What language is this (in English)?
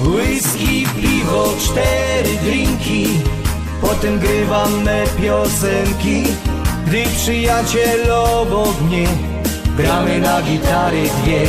Silesian